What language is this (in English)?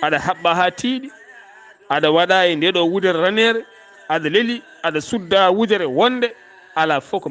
Fula